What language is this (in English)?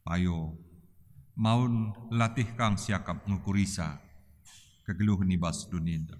Batak Karo